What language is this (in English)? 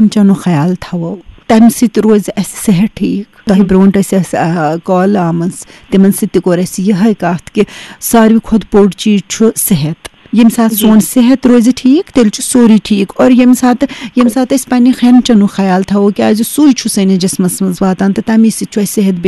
Kashmiri